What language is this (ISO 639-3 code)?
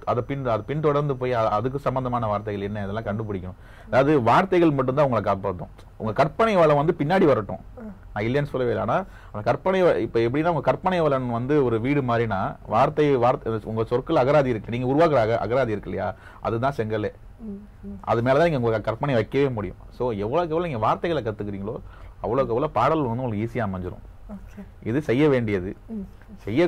tam